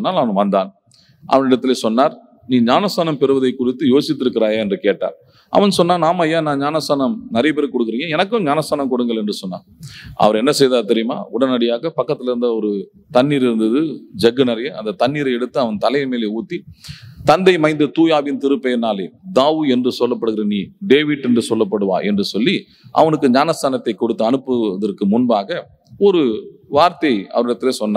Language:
Tamil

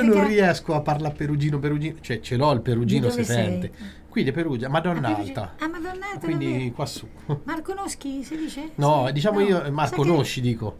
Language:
Italian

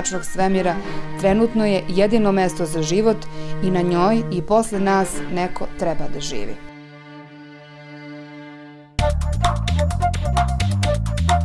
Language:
Serbian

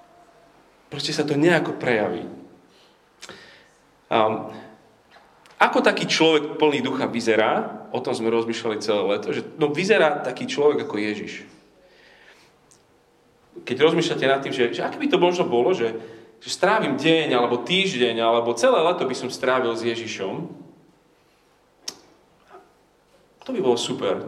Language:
Slovak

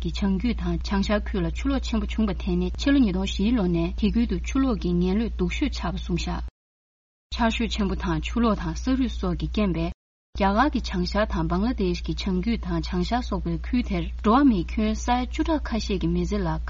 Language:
Tibetan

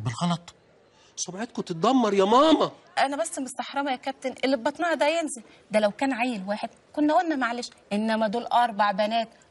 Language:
Egyptian Arabic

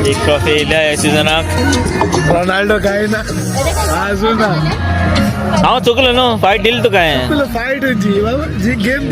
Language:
Konkani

